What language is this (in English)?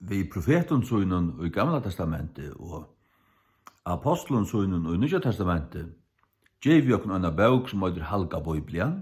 Faroese